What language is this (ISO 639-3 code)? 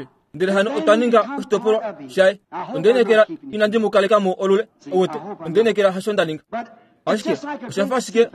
kua